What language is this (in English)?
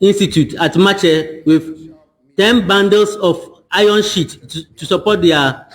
Ewe